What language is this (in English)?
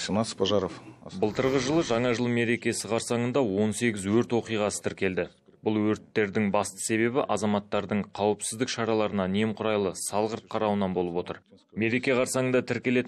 Kazakh